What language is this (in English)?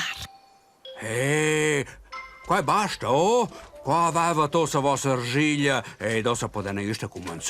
Romansh